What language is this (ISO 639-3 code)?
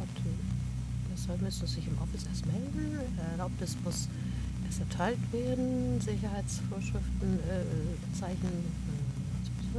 deu